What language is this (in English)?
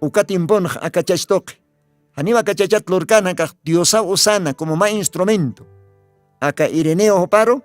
Aymara